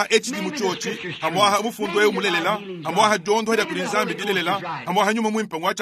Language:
Luba-Lulua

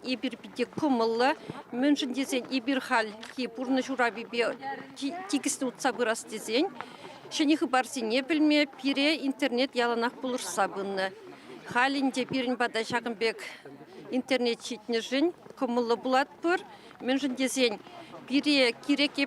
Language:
Chuvash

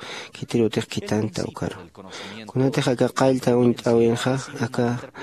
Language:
Aymara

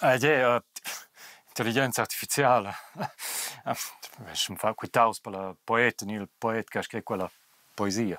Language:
Romansh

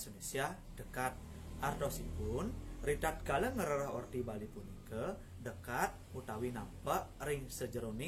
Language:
Balinese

